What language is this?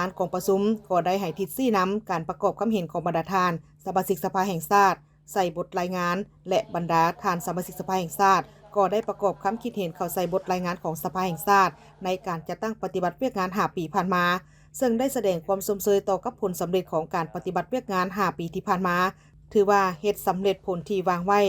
Lao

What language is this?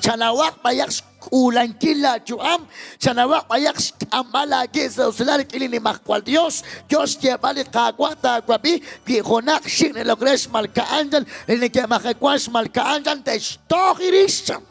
Kekchí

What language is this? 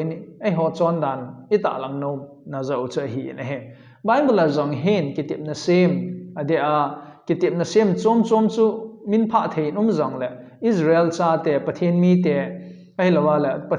Thado Chin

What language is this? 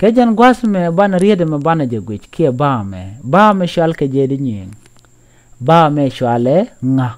Nuer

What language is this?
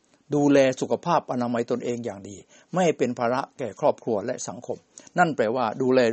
Thai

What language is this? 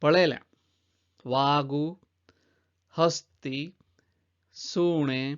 Konkani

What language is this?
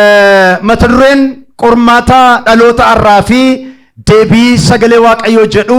Oromo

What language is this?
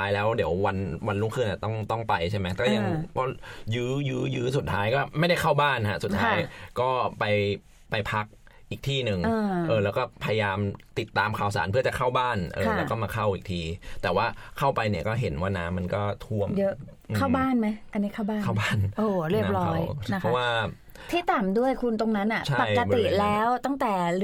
Thai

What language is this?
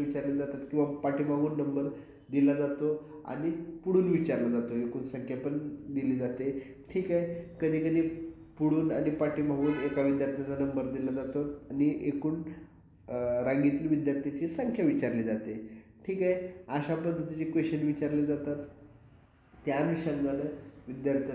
Marathi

